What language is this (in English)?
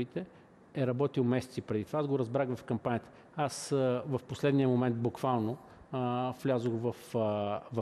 Bulgarian